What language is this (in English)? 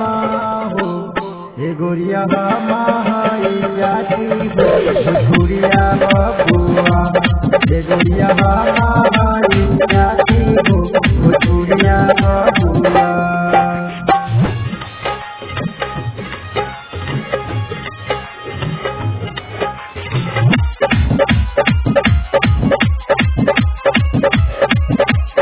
Bhojpuri